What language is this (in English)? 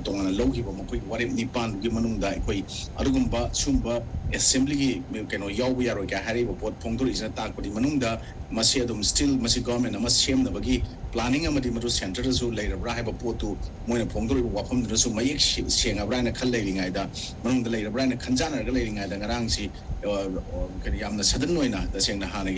Manipuri